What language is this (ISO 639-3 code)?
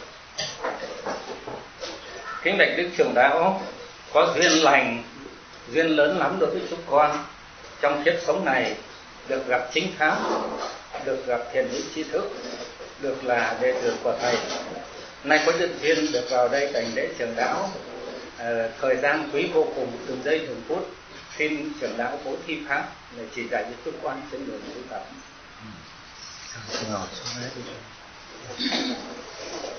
vie